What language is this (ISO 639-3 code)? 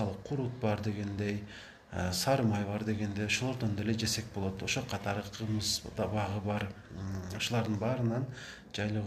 kir